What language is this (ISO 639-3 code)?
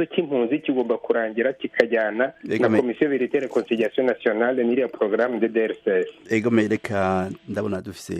run